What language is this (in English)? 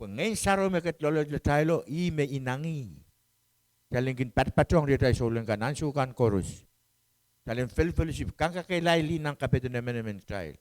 Pohnpeian